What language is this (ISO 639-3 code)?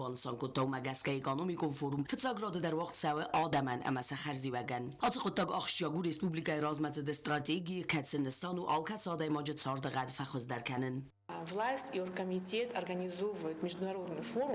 oss